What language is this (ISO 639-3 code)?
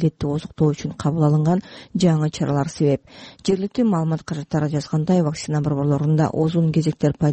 kir